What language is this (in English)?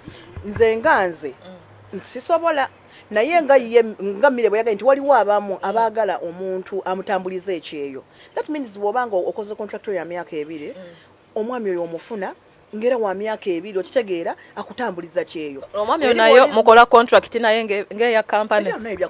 Ganda